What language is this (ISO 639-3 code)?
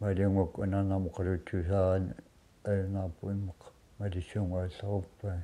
kal